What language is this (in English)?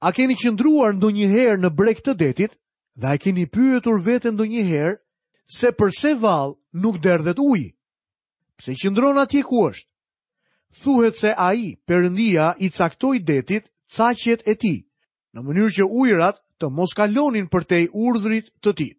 Albanian